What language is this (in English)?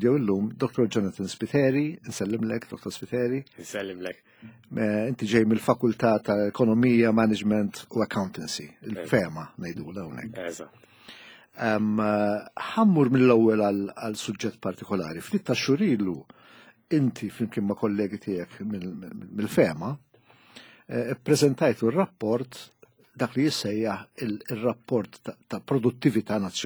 Maltese